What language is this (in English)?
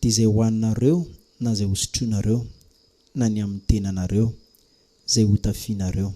Malagasy